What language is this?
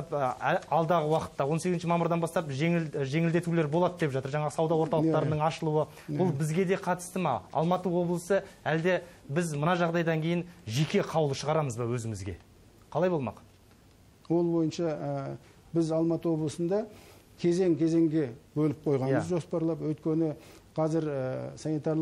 Kazakh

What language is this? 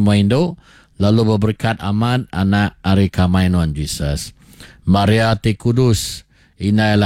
Iban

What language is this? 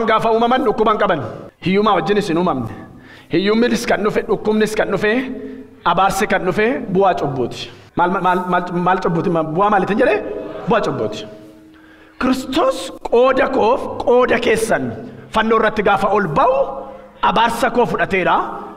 Oromo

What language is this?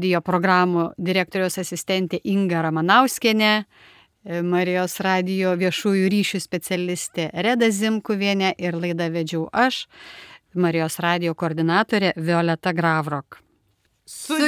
Lithuanian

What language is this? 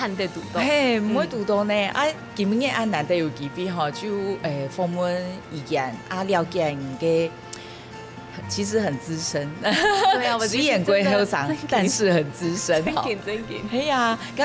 Hakka Chinese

